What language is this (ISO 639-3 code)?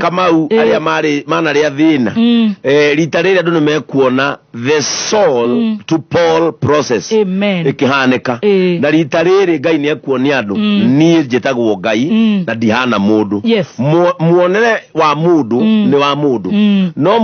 kik